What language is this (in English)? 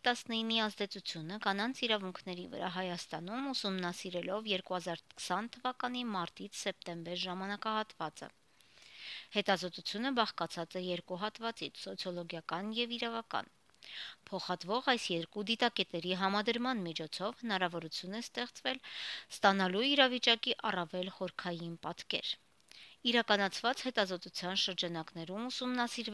Armenian